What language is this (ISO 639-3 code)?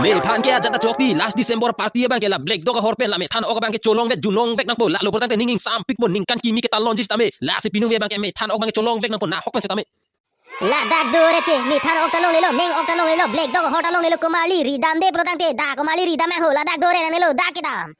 mjw